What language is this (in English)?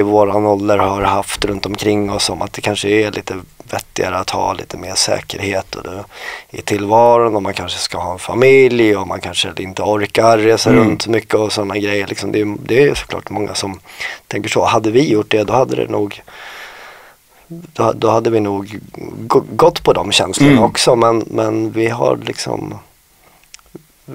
Swedish